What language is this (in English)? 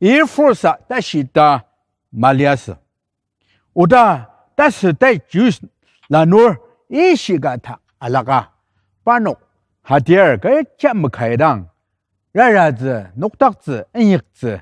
Ao Naga